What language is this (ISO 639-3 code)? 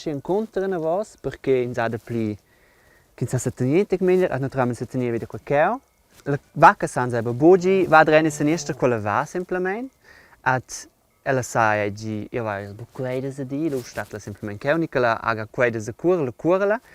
roh